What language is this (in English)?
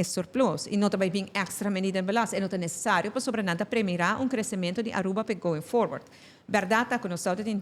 Papiamento